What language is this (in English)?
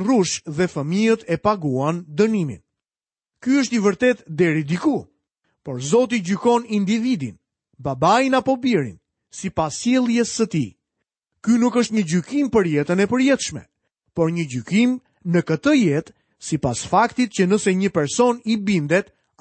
Albanian